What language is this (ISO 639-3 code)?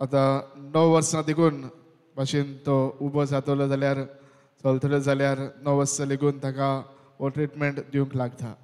kok